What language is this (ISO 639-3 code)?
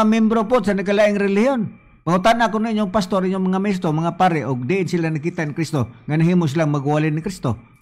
ceb